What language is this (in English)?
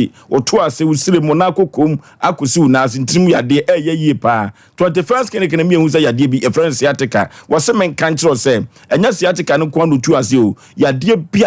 Akan